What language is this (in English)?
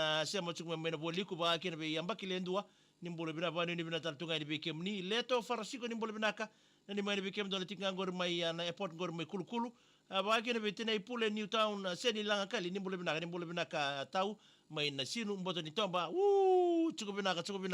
Fijian